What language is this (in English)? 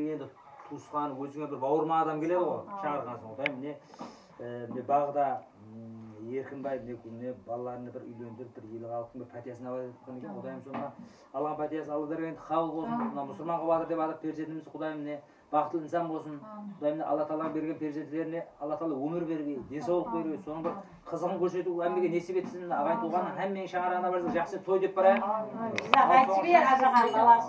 Kara-Kalpak